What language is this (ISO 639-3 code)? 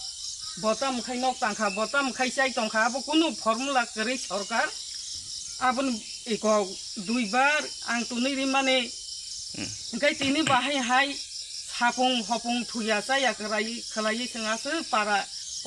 trp